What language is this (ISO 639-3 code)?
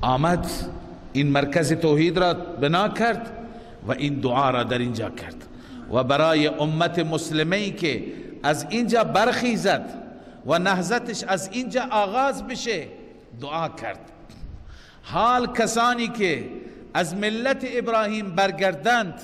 fas